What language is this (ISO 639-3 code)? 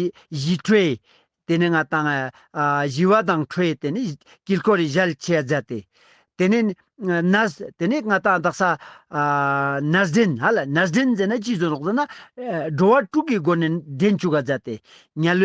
lbj